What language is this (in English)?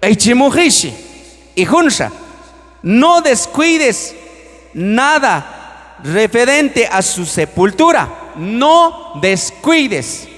Q'anjob'al